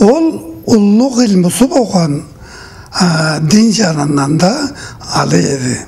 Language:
Karachay-Balkar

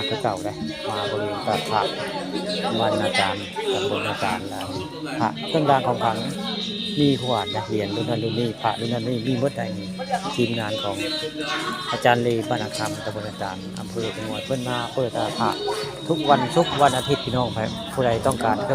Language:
Northeastern Thai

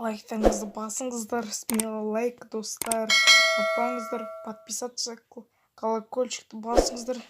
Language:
Kazakh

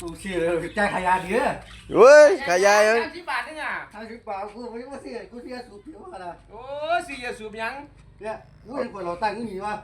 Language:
Northeastern Thai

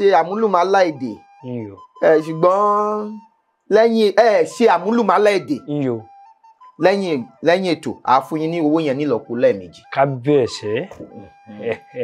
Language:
Yoruba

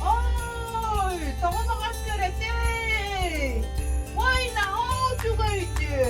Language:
Yakut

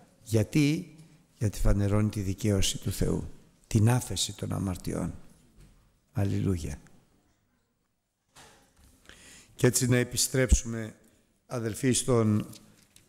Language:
Greek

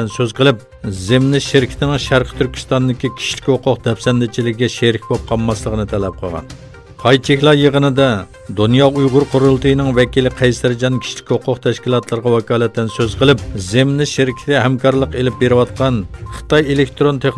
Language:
Uyghur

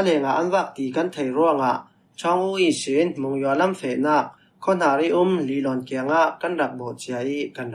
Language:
Falam Chin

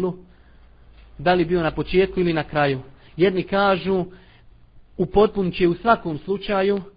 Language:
Bosnian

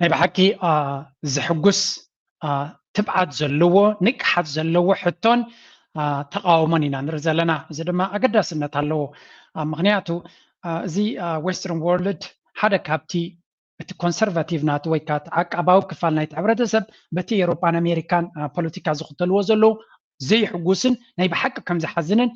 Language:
Tigrinya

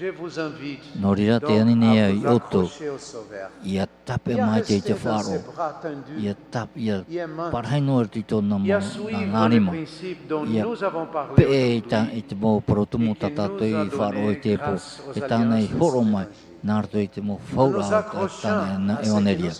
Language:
Tahitian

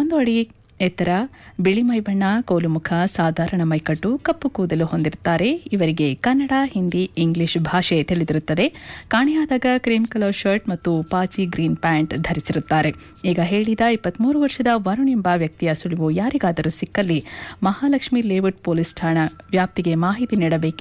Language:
Kannada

